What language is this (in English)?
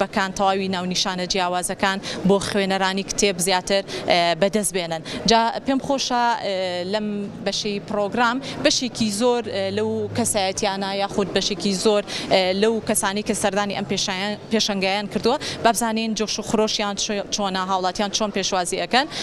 Central Kurdish